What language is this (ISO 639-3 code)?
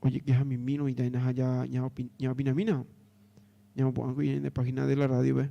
grn